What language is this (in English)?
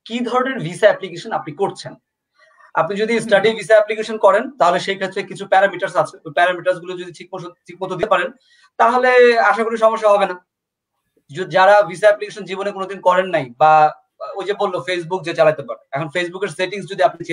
Bangla